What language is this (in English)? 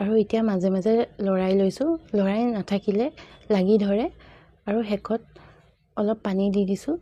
Assamese